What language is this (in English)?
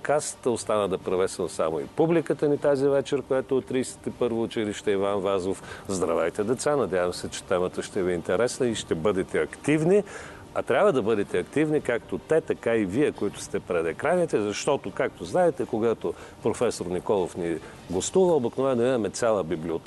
Bulgarian